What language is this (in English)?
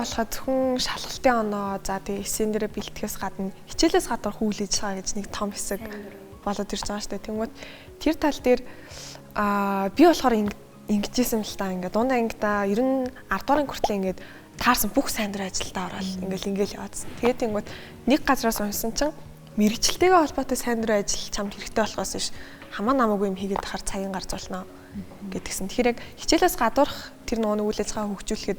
Mongolian